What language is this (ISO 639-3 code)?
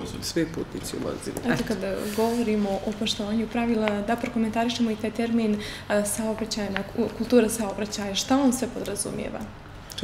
bos